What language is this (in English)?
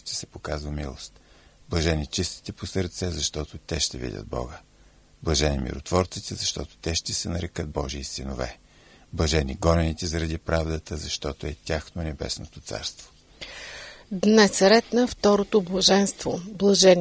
Bulgarian